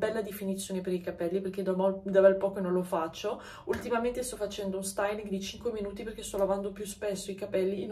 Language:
Italian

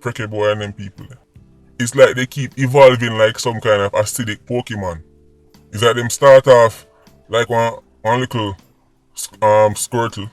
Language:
Jamaican Creole English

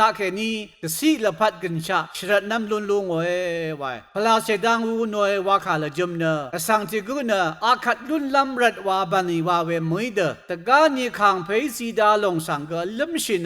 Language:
Rawang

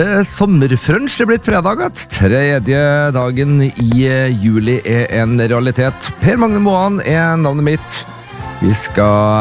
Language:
Norwegian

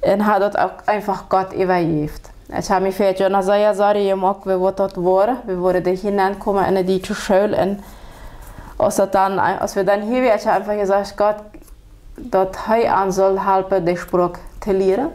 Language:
Plautdietsch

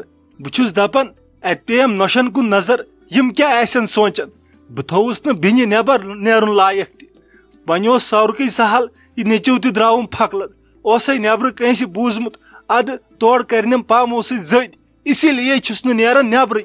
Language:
Kashmiri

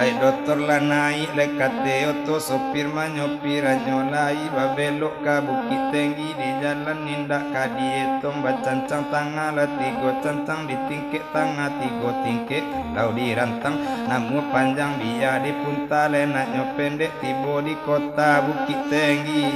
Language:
Minangkabau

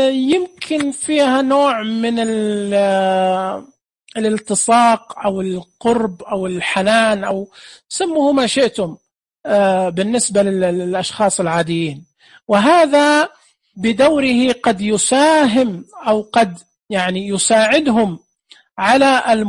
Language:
Najdi Arabic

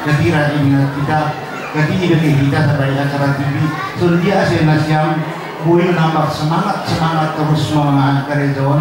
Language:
Batak Simalungun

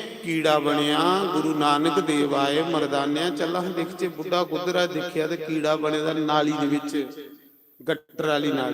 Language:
Dogri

